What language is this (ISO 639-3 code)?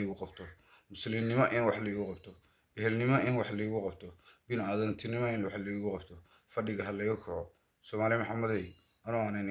som